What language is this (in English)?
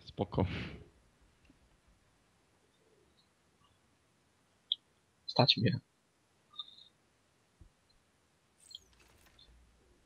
Polish